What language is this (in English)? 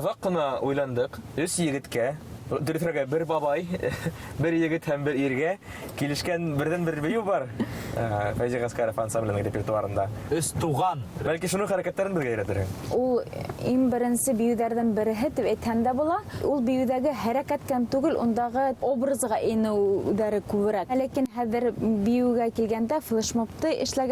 Bashkir